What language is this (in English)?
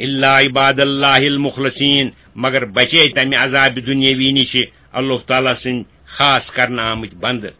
Kashmiri